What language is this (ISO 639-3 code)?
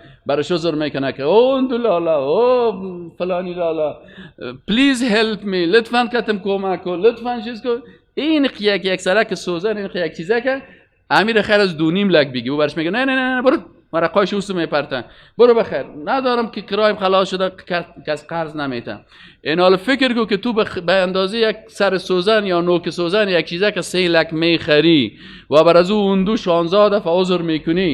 fas